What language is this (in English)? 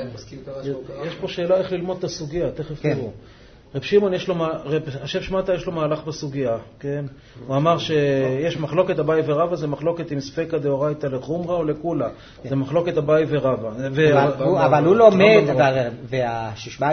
Hebrew